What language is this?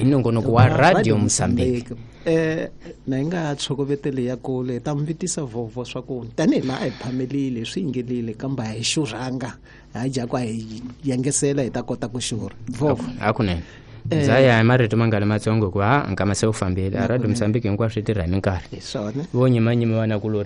Tsonga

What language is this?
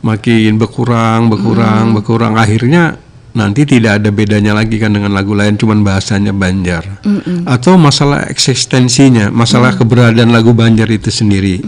Banjar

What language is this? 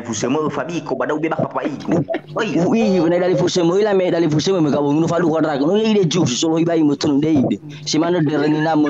Nias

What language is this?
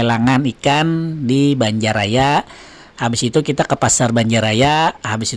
Banjar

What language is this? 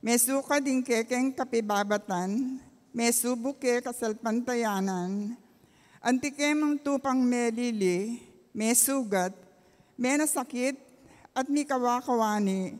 Pampanga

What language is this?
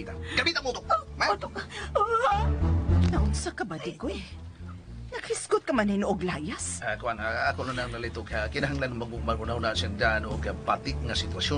Cebuano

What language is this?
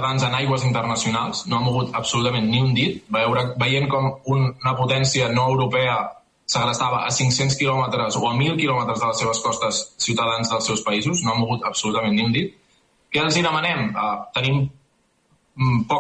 Catalan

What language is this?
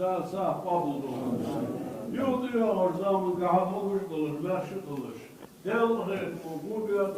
Ingush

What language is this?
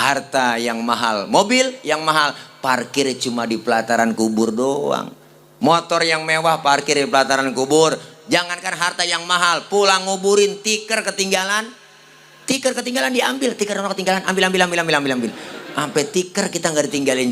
Betawi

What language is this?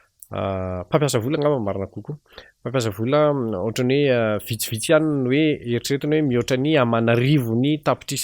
Malagasy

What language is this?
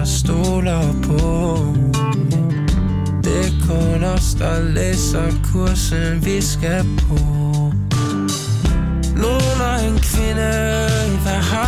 Danish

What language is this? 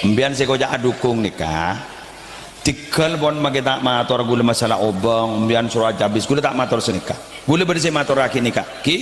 Madurese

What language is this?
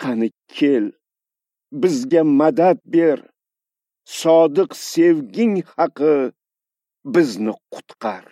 Uzbek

